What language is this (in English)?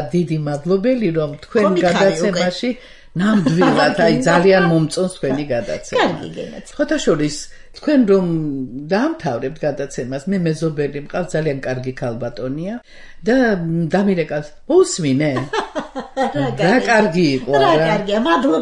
Georgian